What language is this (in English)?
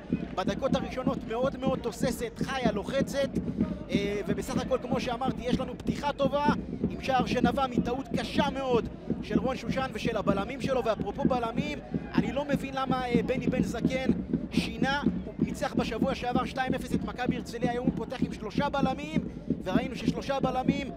Hebrew